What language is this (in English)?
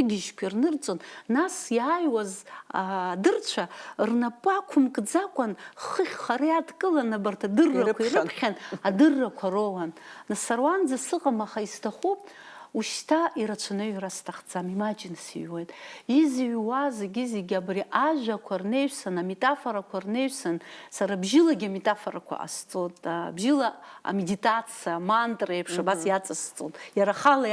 Abkhazian